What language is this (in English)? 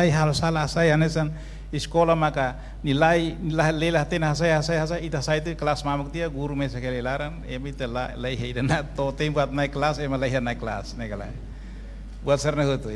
Tetum